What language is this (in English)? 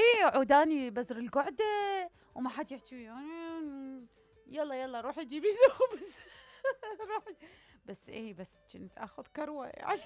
Mesopotamian Arabic